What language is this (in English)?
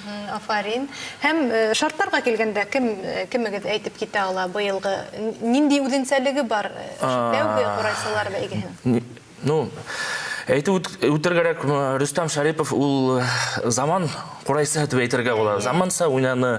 Bashkir